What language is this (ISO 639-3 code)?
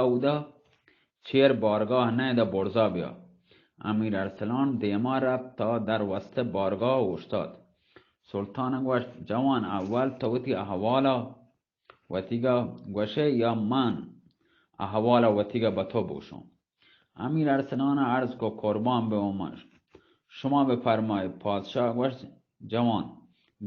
bal